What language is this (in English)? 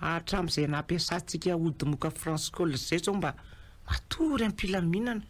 Malagasy